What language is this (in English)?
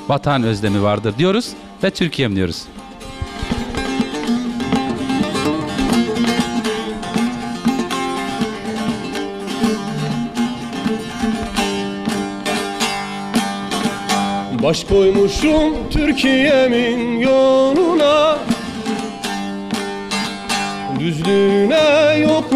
Turkish